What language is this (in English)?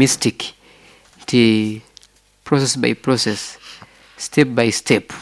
Nyoro